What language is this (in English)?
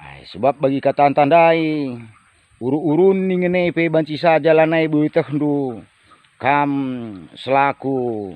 Batak Karo